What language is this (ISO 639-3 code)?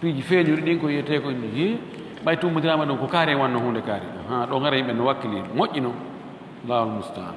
ful